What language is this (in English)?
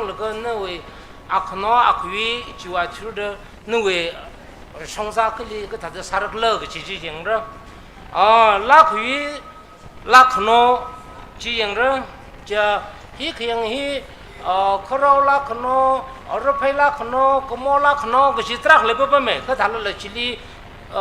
Tangkhul Naga (India)